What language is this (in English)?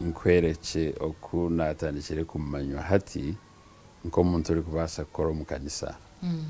Nyankole